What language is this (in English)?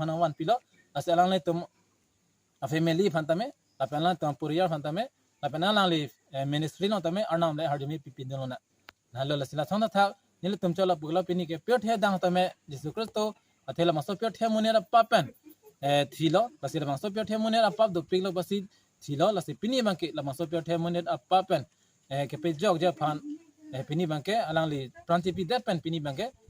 Karbi